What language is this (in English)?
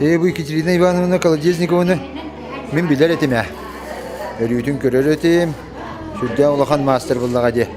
Yakut